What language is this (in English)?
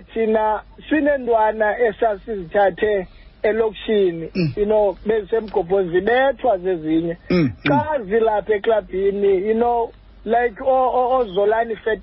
Xhosa